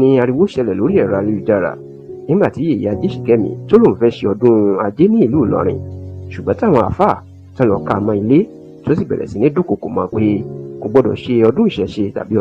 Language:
Yoruba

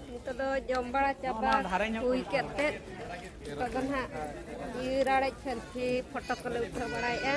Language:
Santali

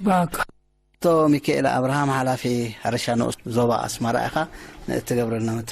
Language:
Tigrinya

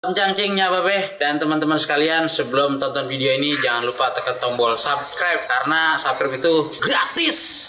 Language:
Betawi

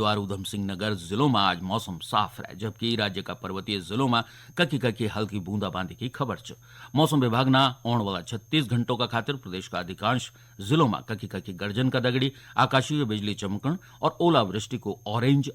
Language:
Garhwali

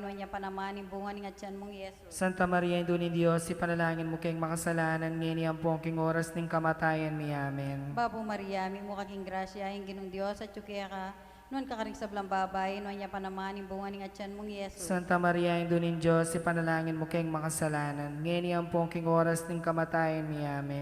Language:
Pampanga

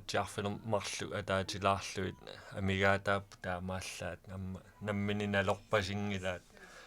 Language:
Kalaallisut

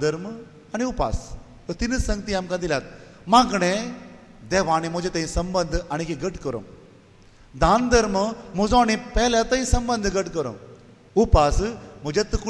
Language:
Konkani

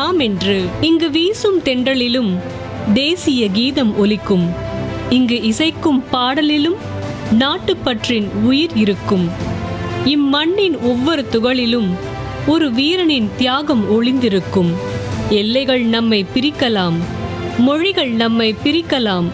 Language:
Tamil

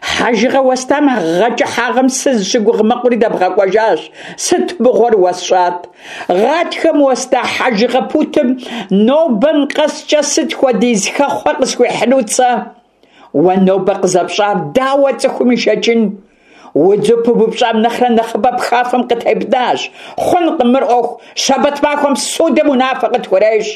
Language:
Kabardian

